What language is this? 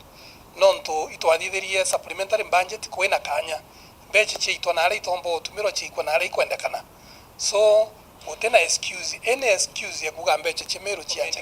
Meru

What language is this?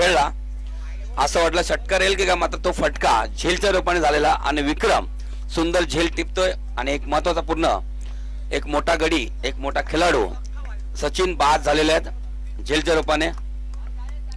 Marathi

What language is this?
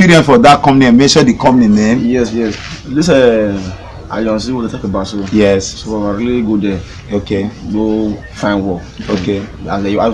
Nigerian Pidgin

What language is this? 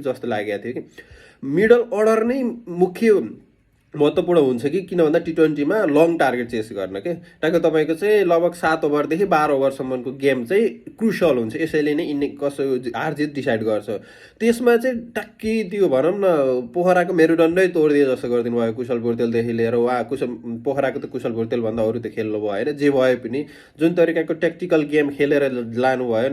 Nepali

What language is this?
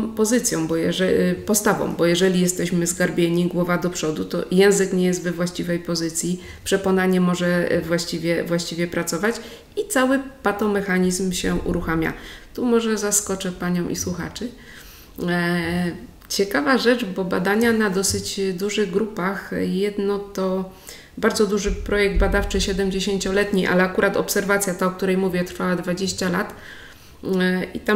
Polish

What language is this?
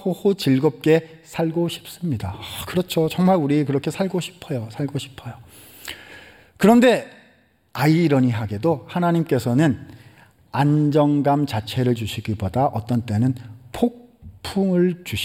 Korean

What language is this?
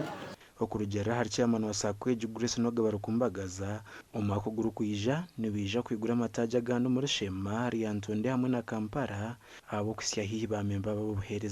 Nyankole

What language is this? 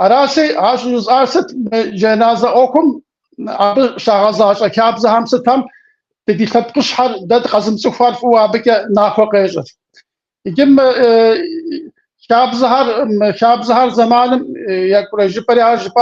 Kabardian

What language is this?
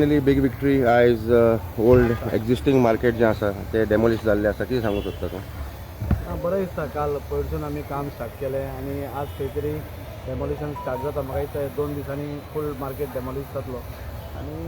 Konkani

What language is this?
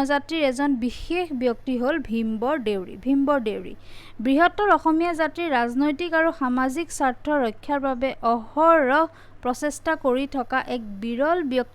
Assamese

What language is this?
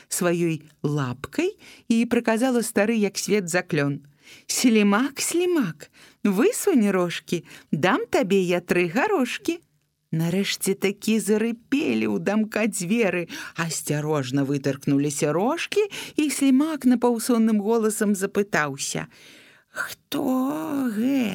Belarusian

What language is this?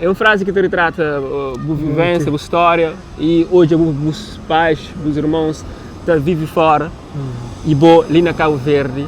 Kabuverdianu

